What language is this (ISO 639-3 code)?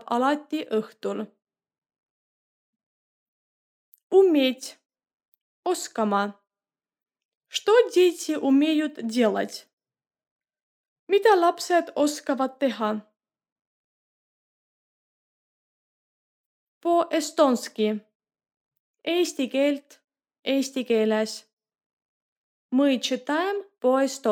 est